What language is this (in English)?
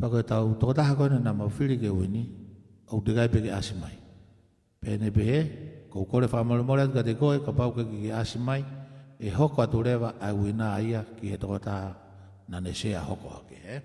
Tongan